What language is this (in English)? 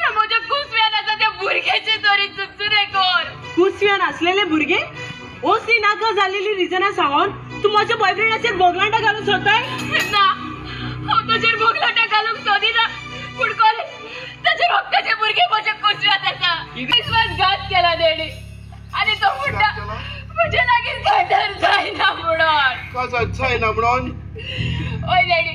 Konkani